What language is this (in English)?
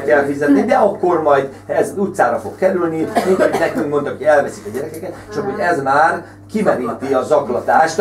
Hungarian